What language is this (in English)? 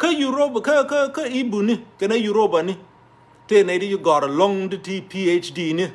Nuer